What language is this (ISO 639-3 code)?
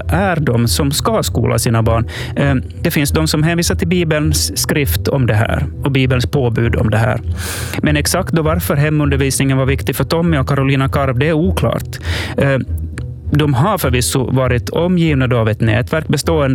swe